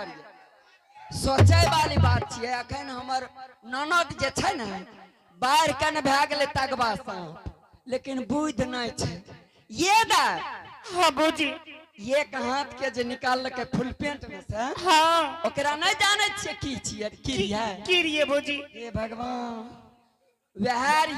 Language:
Angika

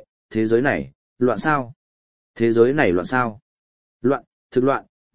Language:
Vietnamese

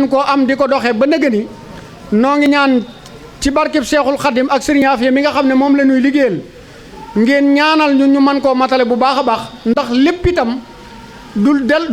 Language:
Wolof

